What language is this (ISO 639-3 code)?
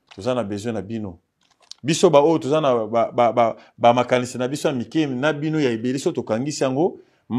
lin